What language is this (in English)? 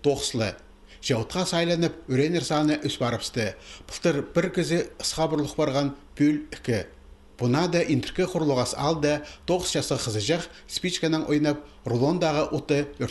Khakas